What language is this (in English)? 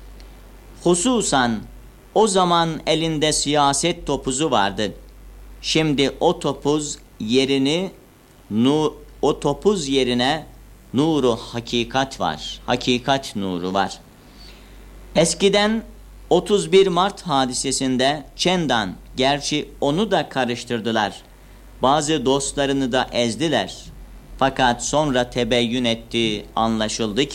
Turkish